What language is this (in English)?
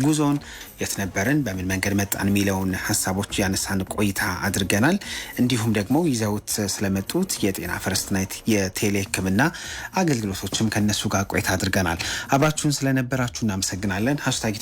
Amharic